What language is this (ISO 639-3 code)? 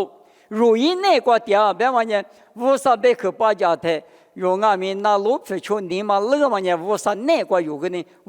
lis